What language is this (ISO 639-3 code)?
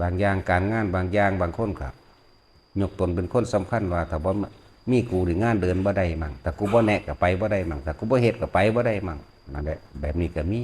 lao